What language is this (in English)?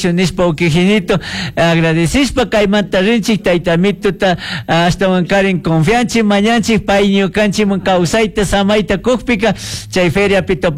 Chimborazo Highland Quichua